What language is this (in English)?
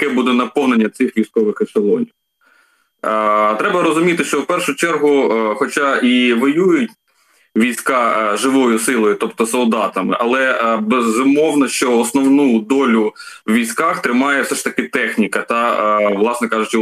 Ukrainian